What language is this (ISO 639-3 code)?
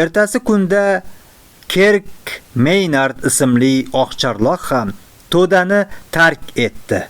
uzb